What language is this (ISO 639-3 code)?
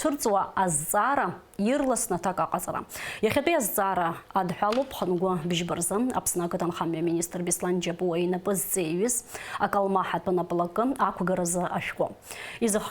abk